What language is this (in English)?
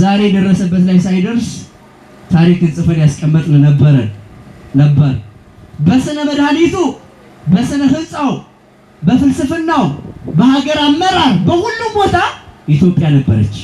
Amharic